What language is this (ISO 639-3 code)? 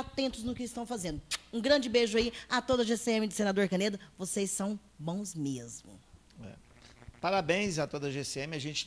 por